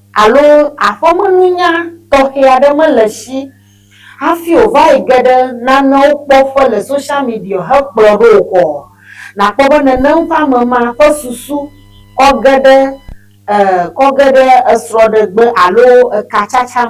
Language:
Ewe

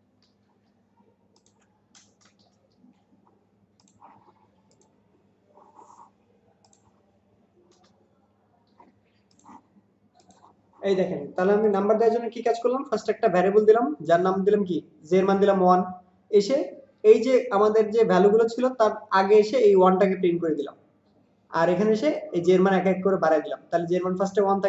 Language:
Bangla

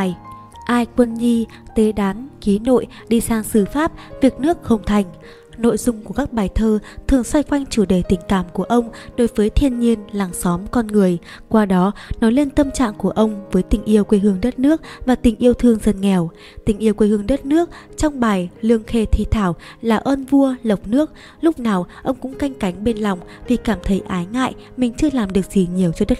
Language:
Vietnamese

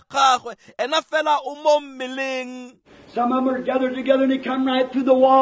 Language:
Tswana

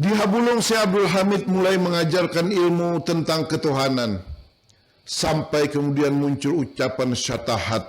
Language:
Banjar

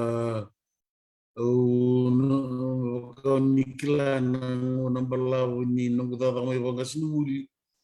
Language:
Fijian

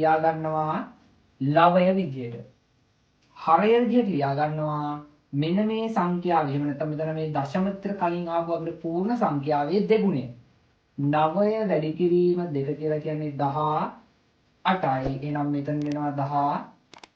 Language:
Sinhala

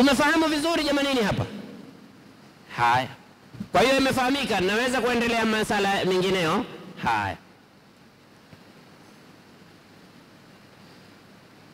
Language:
Swahili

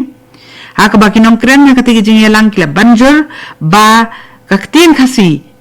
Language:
Khasi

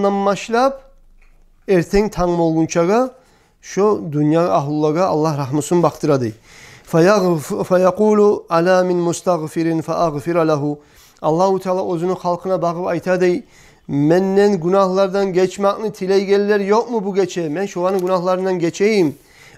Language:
Kumyk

